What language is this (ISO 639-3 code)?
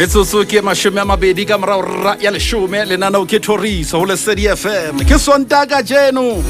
sot